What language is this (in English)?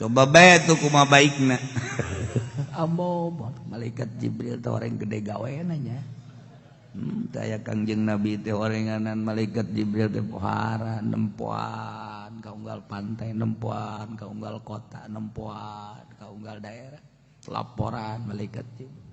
Sundanese